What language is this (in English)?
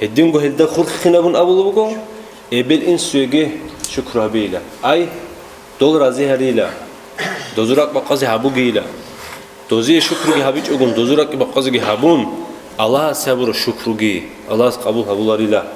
Avaric